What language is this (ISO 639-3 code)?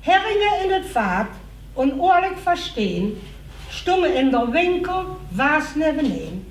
lim